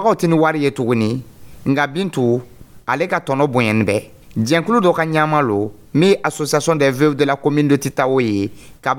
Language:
Dyula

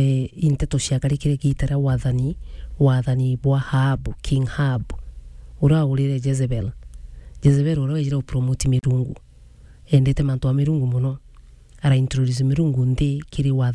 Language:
Meru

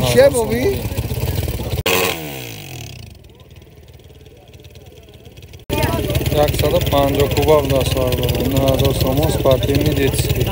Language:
Tajik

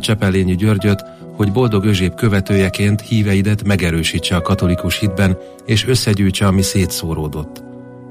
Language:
Hungarian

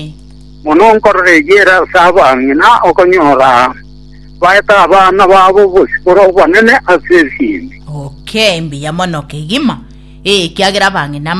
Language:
Gusii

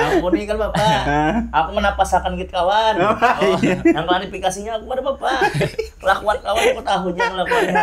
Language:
Banjar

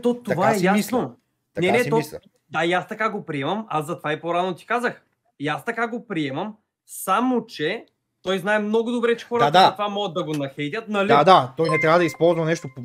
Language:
Bulgarian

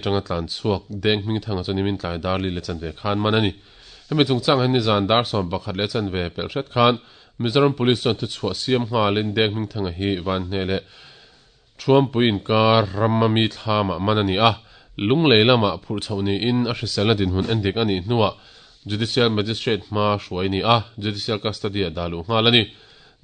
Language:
Mizo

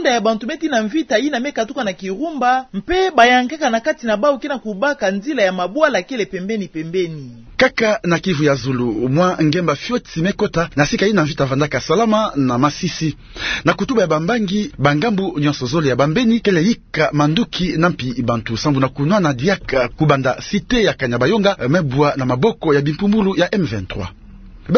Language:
Kituba (Democratic Republic of Congo)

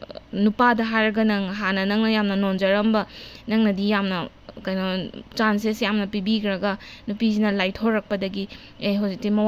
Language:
Manipuri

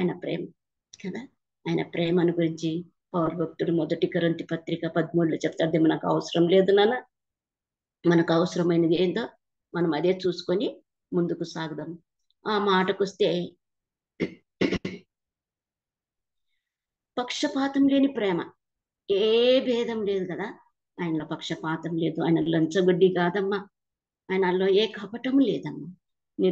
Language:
Telugu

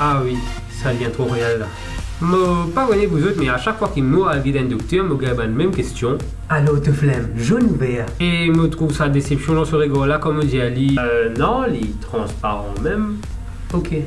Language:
Morisyen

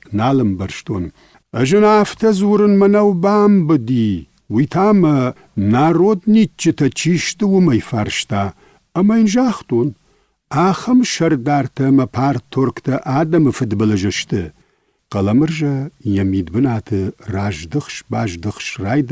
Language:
Ossetic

